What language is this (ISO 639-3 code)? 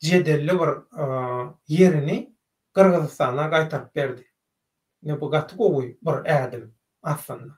tuk